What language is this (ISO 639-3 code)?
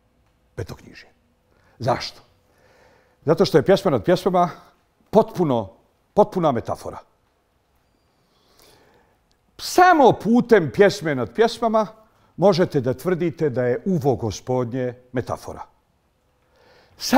bos